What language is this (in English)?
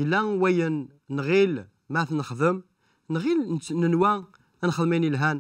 Kabyle